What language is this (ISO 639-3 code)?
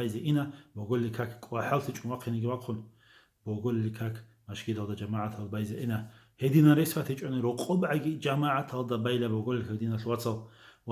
ava